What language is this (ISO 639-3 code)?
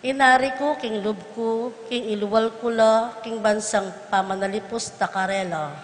pam